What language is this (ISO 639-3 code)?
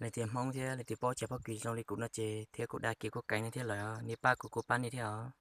hmn